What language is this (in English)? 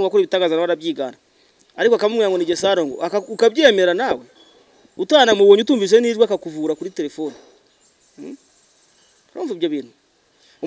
Kinyarwanda